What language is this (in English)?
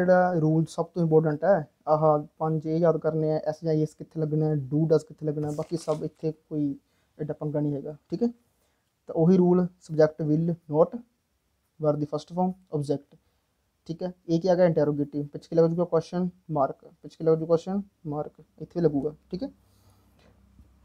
Punjabi